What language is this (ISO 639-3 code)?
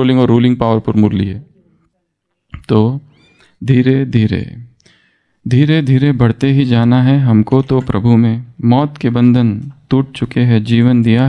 hin